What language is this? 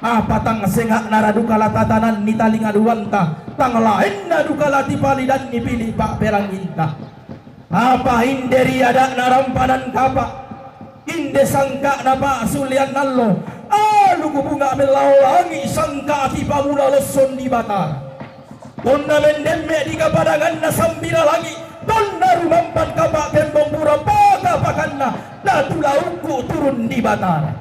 Toraja-Sa'dan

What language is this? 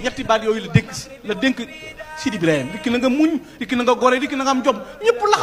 Wolof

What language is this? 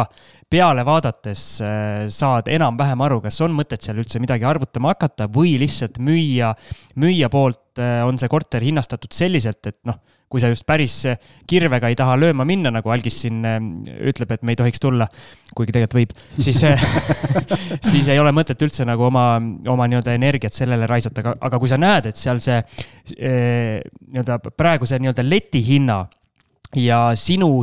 Estonian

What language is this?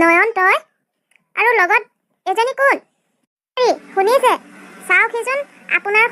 Assamese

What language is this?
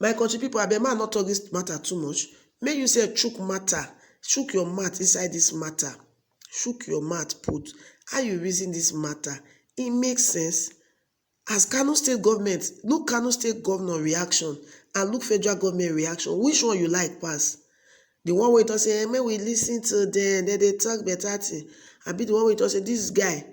Nigerian Pidgin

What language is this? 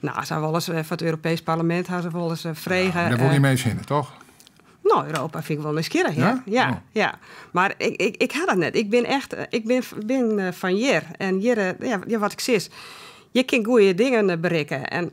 Western Frisian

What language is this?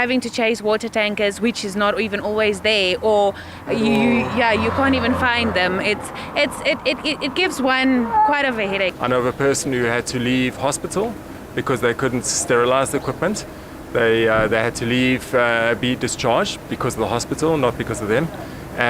Southern Sotho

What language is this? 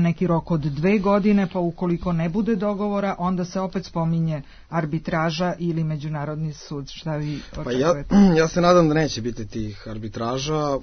Serbian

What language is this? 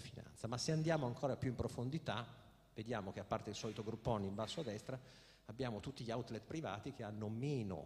Italian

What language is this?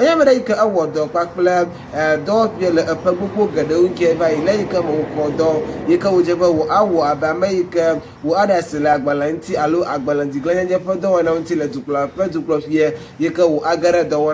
Ewe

